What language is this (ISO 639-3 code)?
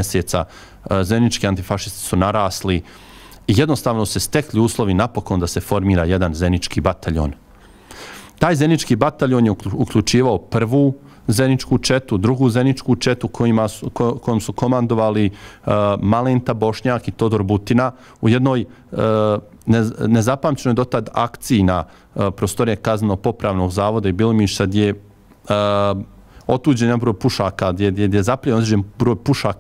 bos